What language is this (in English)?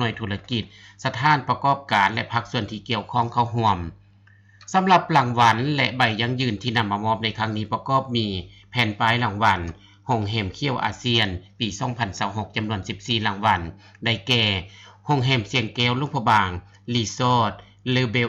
Lao